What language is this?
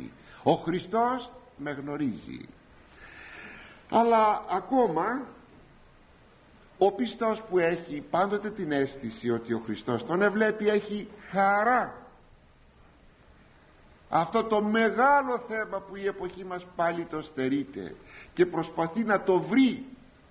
Greek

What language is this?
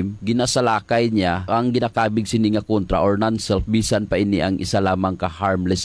Hiligaynon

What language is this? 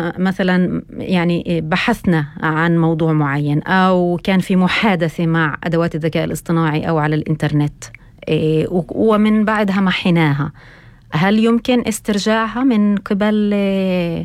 North Levantine Arabic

